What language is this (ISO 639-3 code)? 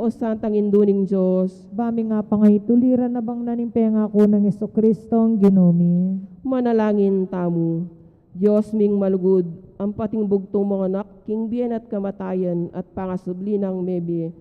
pam